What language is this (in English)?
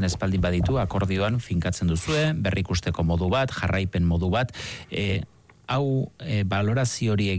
Basque